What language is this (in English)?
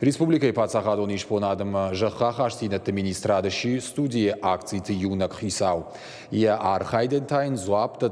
Ossetic